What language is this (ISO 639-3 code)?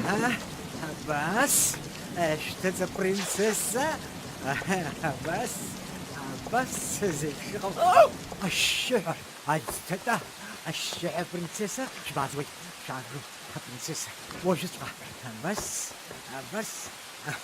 abk